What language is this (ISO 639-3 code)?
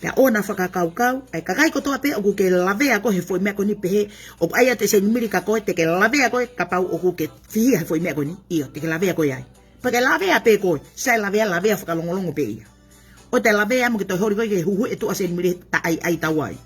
ton